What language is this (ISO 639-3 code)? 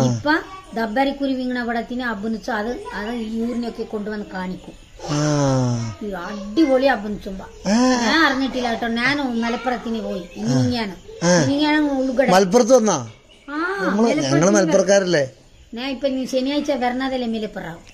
mal